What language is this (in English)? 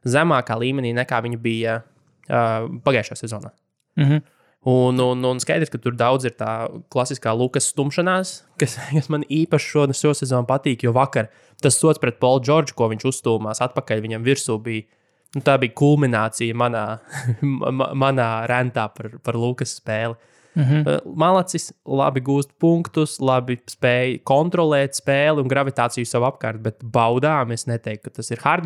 Latvian